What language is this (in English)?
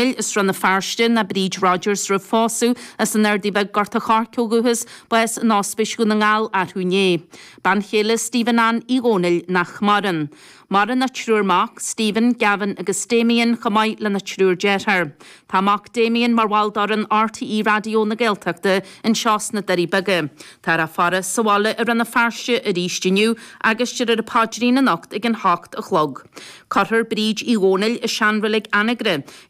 Irish